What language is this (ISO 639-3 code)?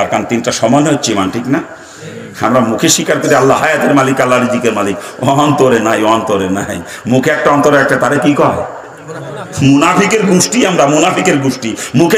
ben